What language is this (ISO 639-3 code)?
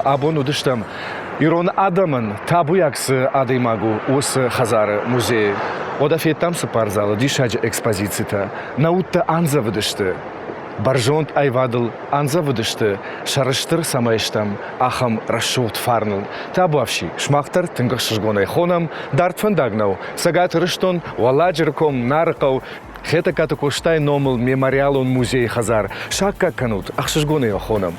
oss